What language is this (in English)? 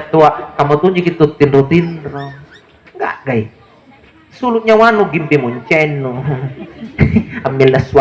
Makasar